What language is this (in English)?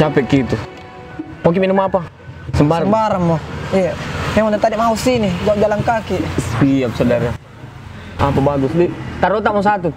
Makassar Malay